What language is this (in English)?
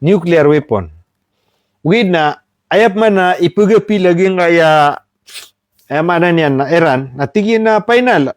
Maranao